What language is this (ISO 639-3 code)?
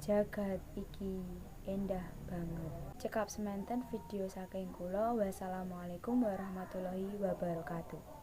jav